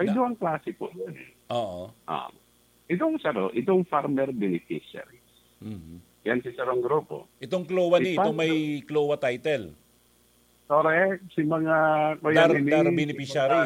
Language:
Bikol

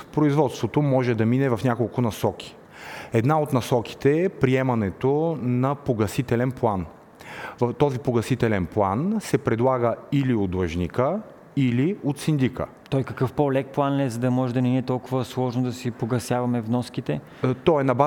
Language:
Bulgarian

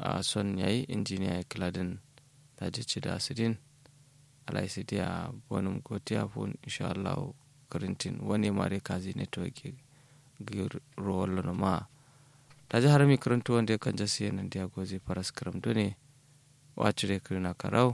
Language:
Kanuri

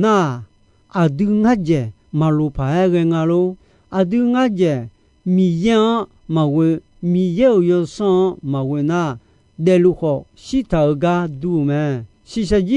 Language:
Akha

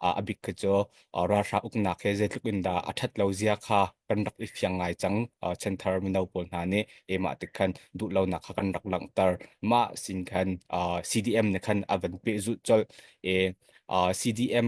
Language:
Hakha Chin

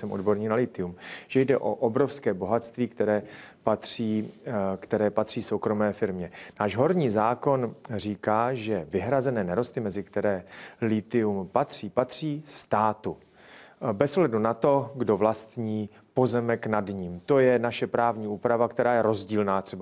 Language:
Czech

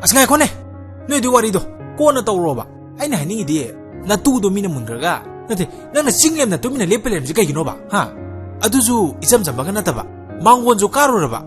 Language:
Manipuri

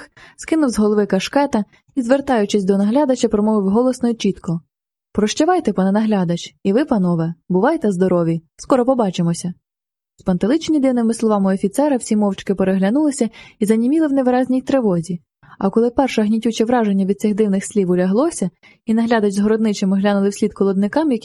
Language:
Ukrainian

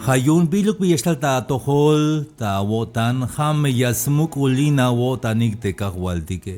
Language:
Tzeltal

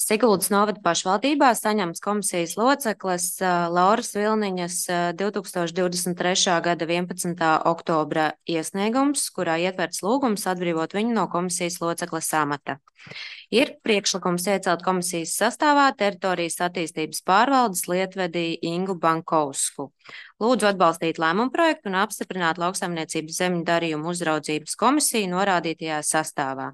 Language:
Latvian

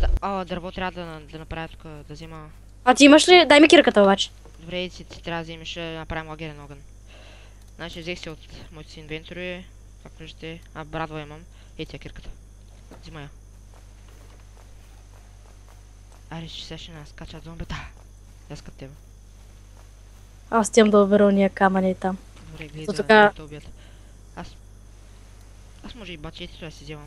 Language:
Bulgarian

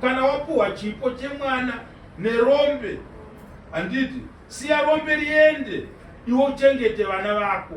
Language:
Shona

